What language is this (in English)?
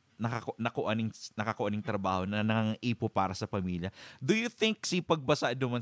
Bikol